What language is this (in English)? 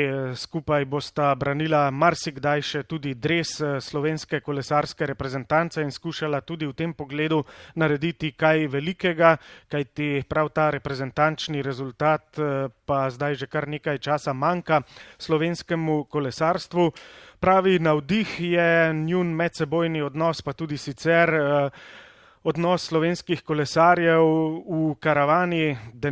Slovenian